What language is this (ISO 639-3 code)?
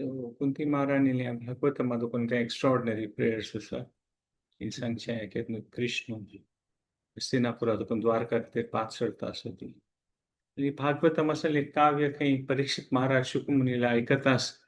kok